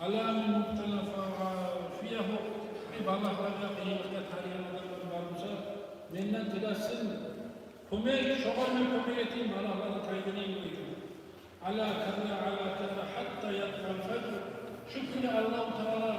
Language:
Kumyk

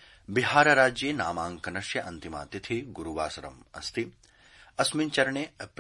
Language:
Sanskrit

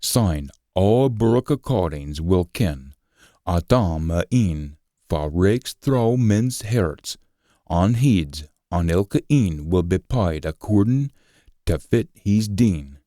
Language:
Scots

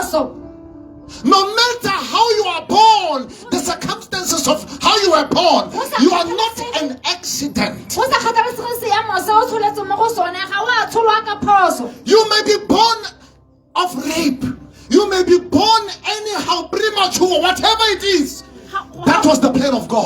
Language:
Tswana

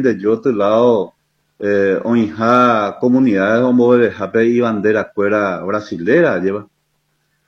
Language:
Guarani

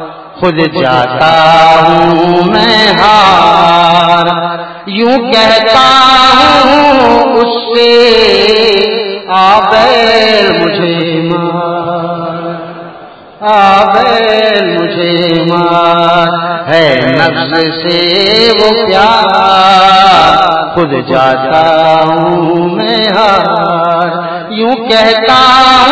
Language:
Urdu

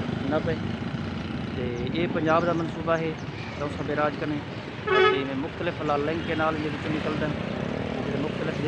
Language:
Saraiki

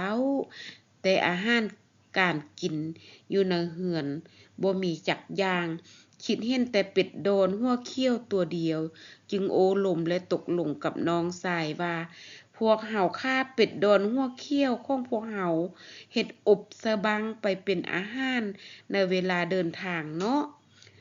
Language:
Lao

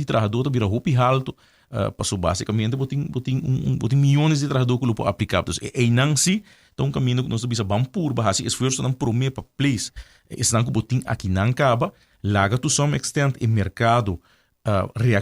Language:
Papiamento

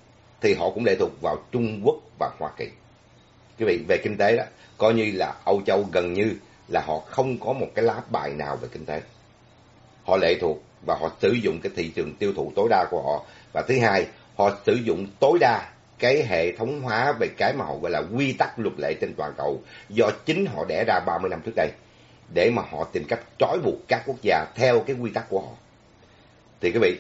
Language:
Vietnamese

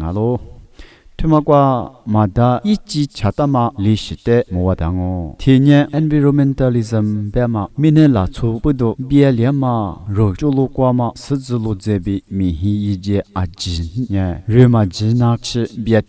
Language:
Lisu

